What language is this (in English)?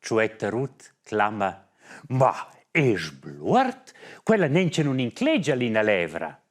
Romansh